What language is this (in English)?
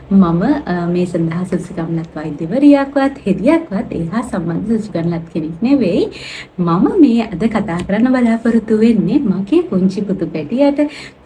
Sinhala